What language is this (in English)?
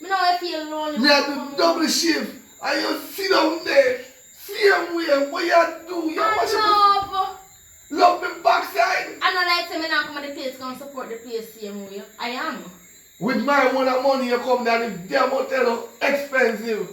Jamaican Creole English